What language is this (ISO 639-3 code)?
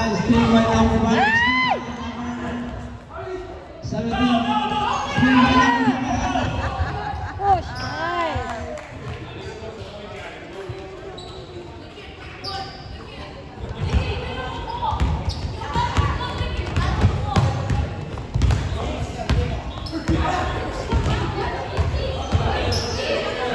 fil